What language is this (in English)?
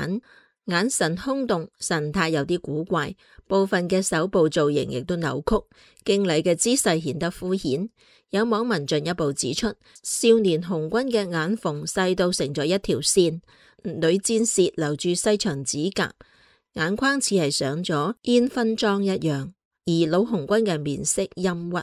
Cantonese